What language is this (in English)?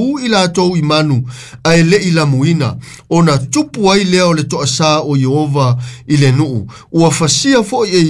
Samoan